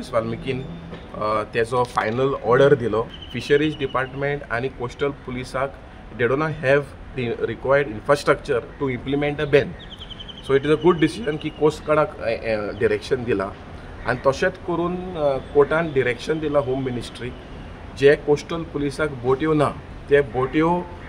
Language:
Konkani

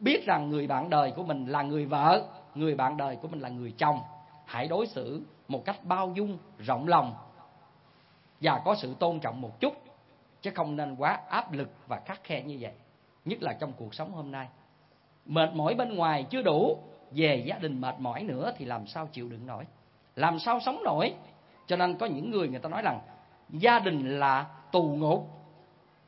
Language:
Vietnamese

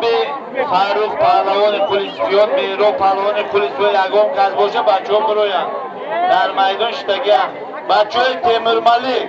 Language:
Tajik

